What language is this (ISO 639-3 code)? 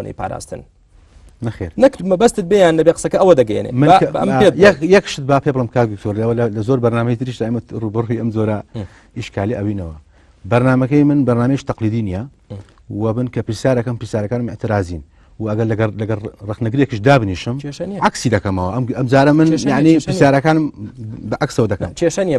ckb